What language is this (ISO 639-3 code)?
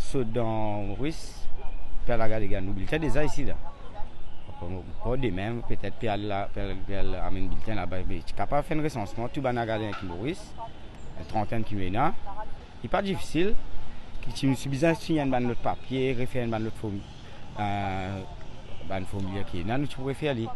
mfe